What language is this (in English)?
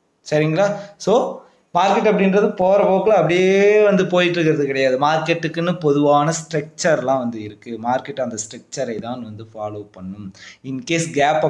Tamil